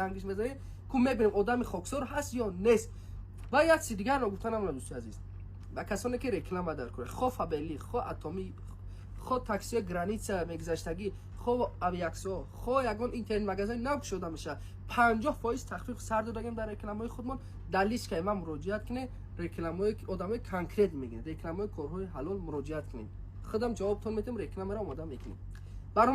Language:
Tajik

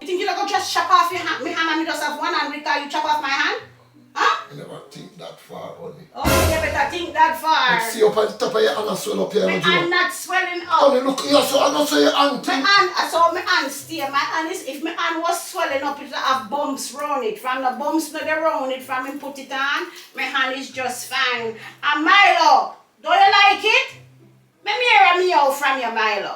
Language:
Jamaican Creole English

